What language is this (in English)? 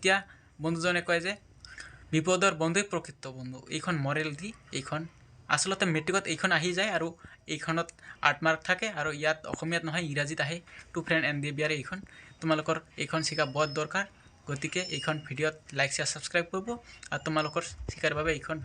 Assamese